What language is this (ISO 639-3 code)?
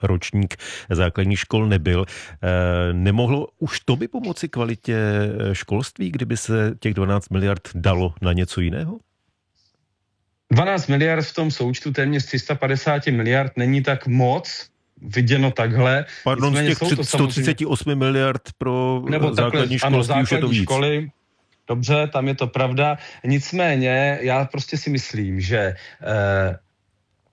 ces